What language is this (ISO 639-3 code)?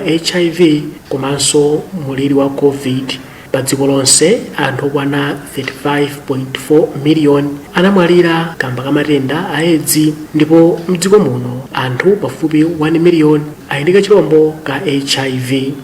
nya